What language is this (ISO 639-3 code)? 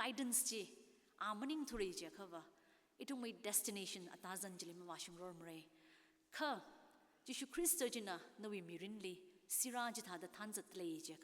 nmf